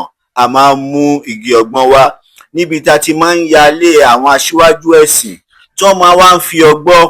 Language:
Yoruba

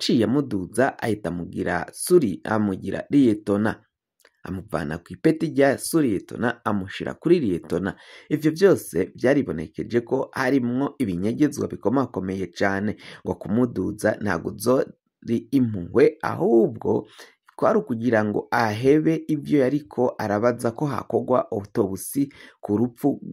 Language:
Rundi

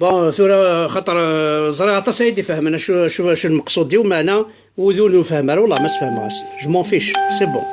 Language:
Kabyle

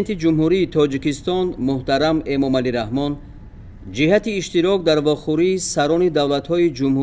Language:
Tajik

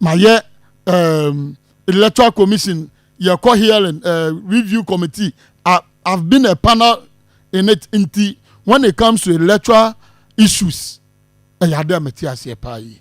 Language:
Akan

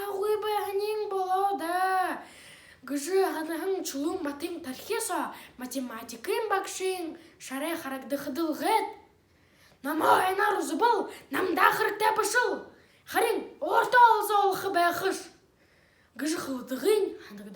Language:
Buriat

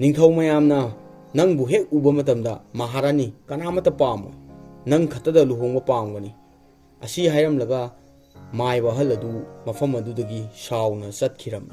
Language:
Manipuri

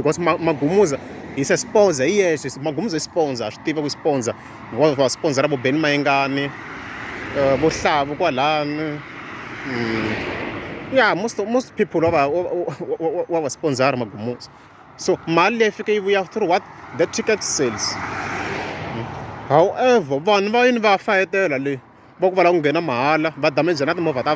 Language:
Tsonga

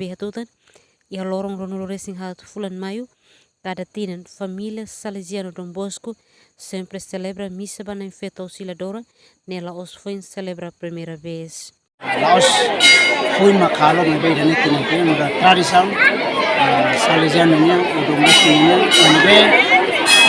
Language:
Tetum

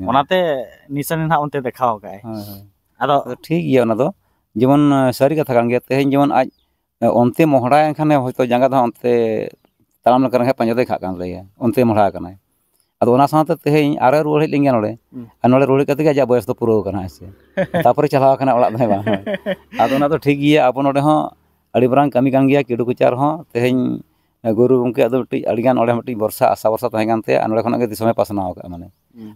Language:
Santali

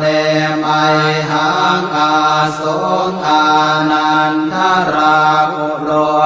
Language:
Pali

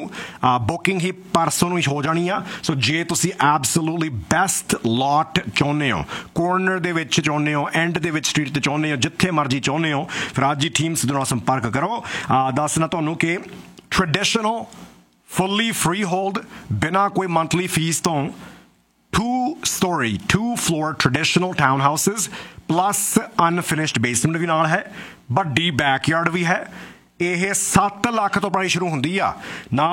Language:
Punjabi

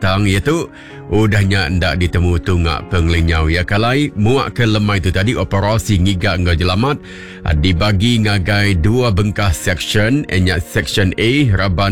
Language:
Iban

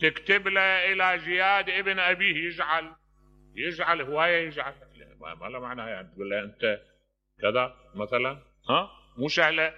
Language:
Mesopotamian Arabic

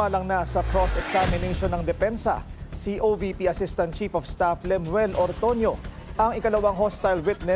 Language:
Filipino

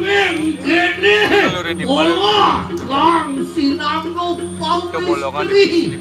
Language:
Balinese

